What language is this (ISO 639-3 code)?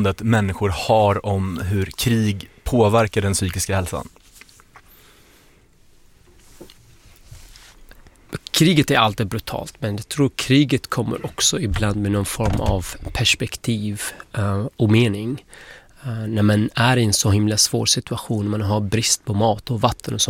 swe